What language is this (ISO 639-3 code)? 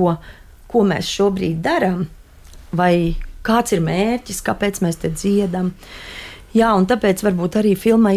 lav